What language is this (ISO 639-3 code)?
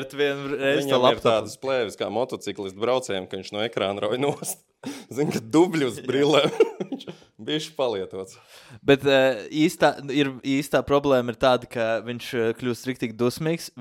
lav